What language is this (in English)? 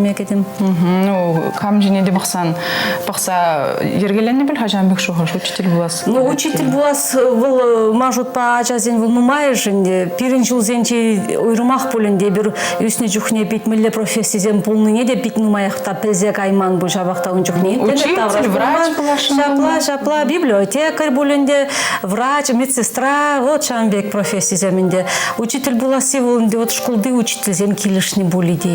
Chuvash